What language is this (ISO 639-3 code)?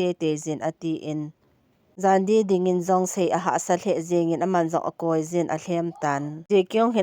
tcz